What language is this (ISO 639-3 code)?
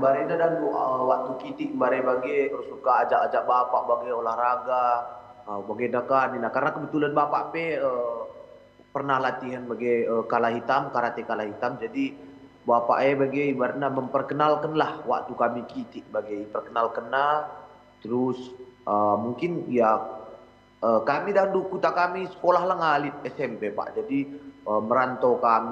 btx